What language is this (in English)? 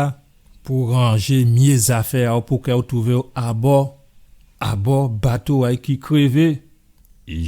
Guadeloupean Creole French